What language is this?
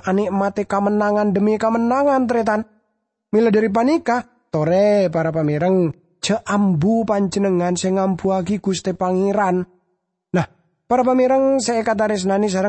Madurese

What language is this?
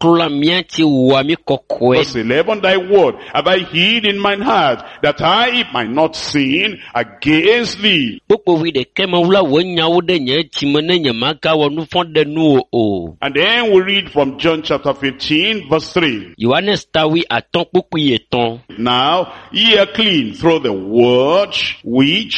Ewe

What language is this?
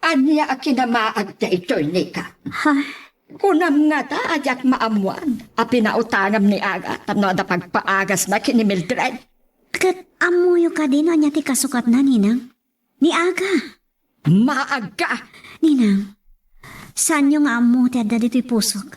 Iloko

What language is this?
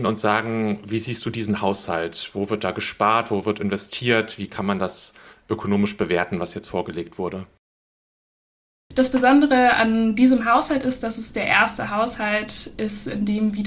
German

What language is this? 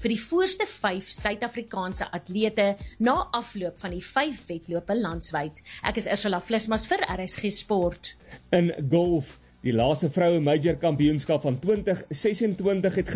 Afrikaans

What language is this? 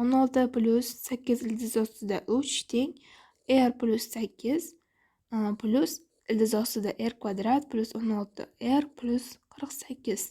Uzbek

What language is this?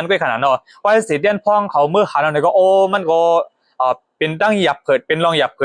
Shan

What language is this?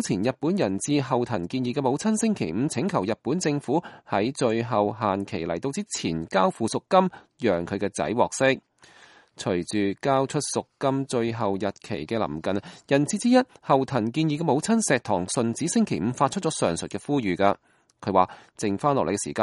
Cantonese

